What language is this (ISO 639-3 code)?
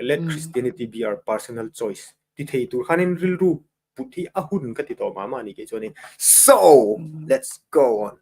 lus